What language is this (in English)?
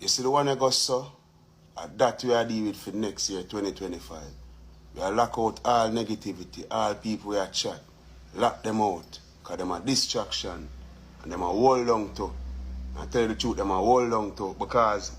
Jamaican Creole English